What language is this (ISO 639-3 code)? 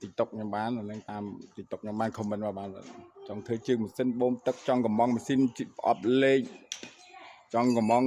khm